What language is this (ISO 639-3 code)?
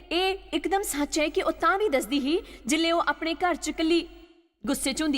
doi